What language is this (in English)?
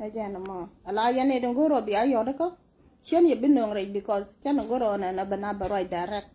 Nuer